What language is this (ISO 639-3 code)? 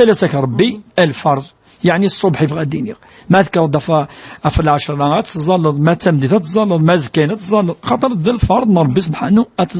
kab